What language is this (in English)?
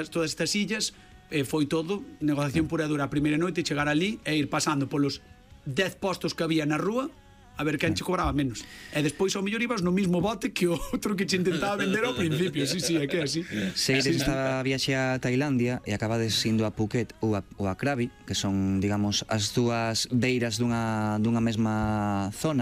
Galician